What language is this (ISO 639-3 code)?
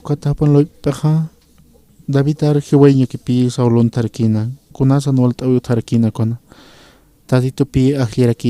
aym